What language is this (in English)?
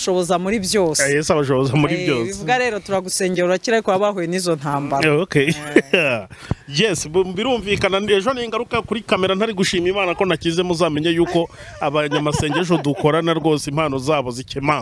Kinyarwanda